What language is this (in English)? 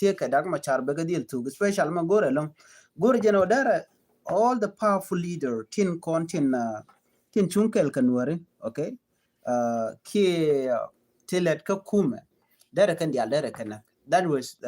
Nuer